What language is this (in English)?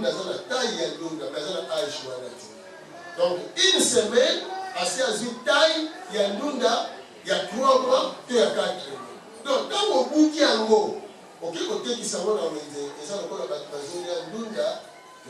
Lingala